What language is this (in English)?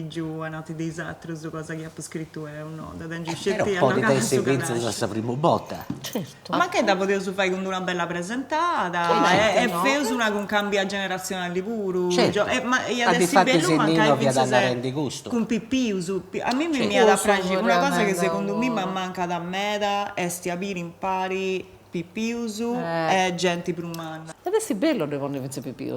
Sardinian